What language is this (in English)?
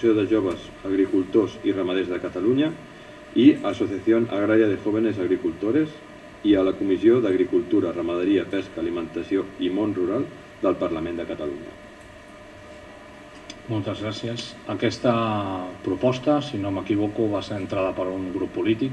Catalan